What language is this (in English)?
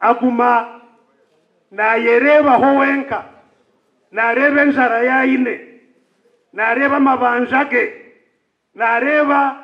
Nyankole